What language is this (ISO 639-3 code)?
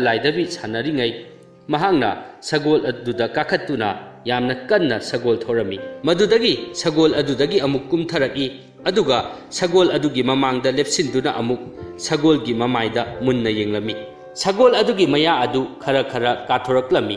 mni